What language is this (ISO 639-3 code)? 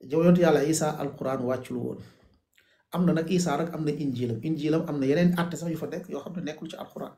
wol